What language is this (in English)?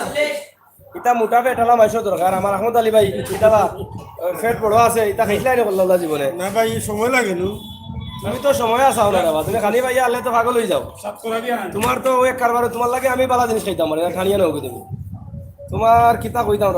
Sylheti